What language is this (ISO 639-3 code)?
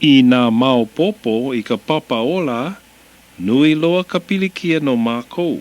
haw